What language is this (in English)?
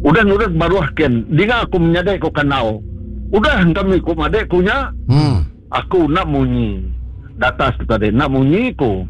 Iban